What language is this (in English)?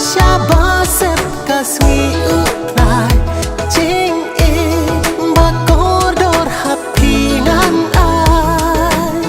Khasi